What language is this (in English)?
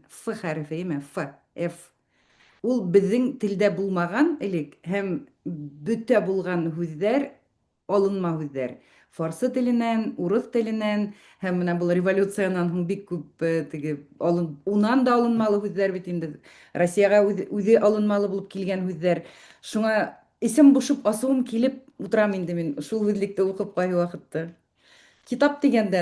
Bashkir